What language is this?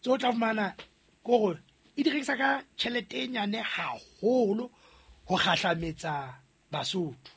Southern Sotho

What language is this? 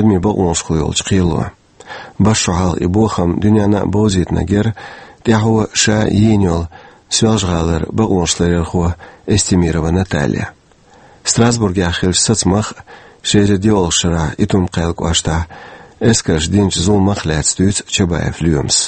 Chechen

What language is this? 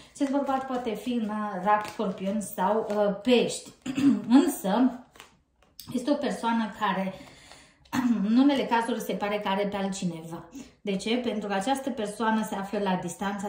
Romanian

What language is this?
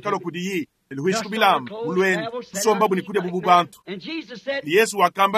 Luba-Lulua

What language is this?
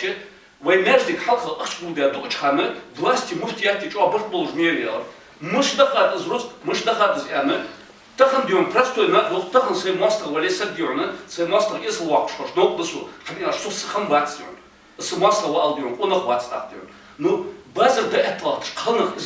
Ingush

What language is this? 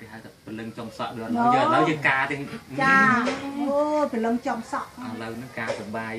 Khmer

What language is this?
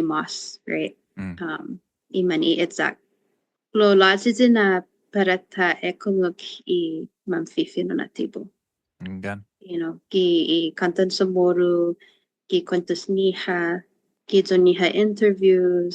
Chamorro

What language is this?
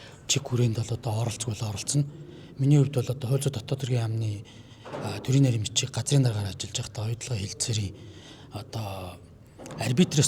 Mongolian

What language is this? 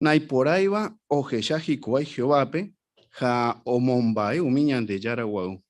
Guarani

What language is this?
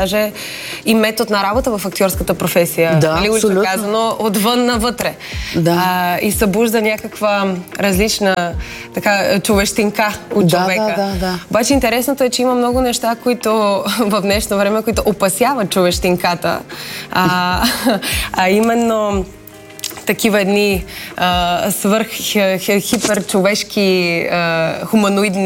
Bulgarian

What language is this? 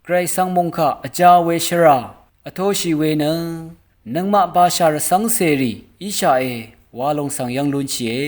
Rawang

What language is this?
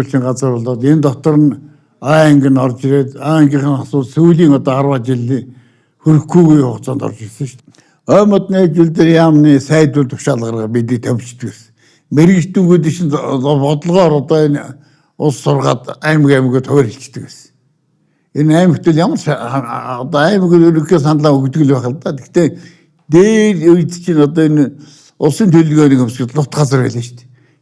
Mongolian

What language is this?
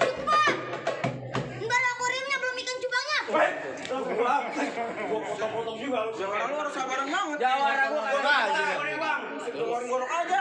Betawi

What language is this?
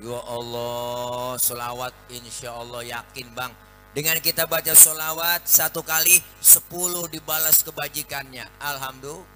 Betawi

